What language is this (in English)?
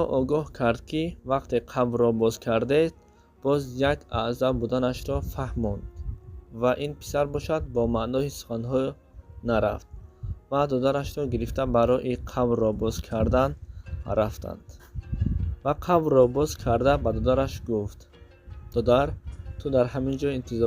Tajik